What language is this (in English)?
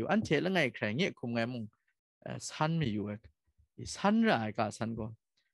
Kachin